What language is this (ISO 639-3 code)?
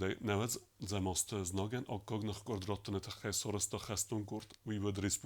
oss